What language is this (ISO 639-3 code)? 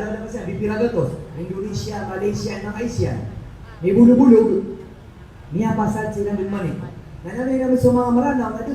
mrw